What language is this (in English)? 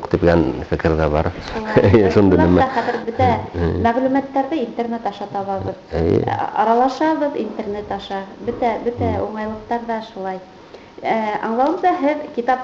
Bashkir